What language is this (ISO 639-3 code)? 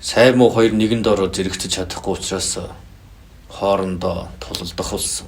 mon